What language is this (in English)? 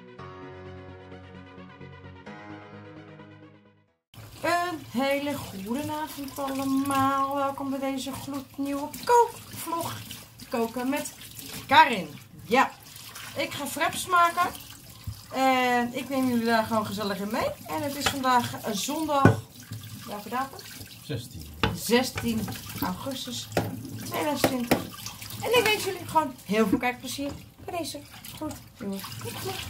Dutch